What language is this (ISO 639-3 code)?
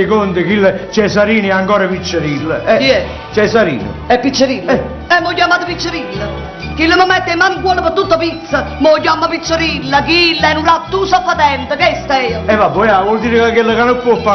nap